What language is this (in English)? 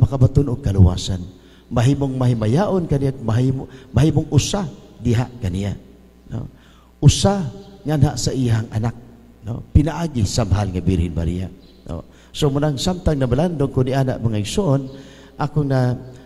Cebuano